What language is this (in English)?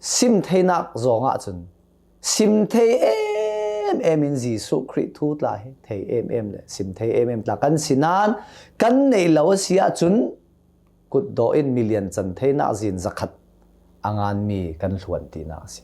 Hakha Chin